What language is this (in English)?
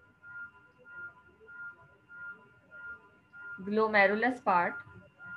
Hindi